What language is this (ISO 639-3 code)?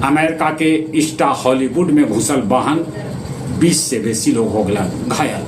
mag